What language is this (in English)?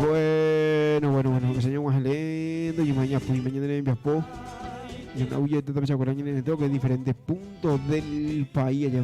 Guarani